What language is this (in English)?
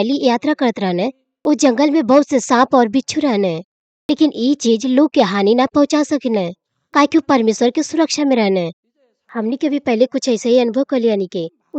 Bhojpuri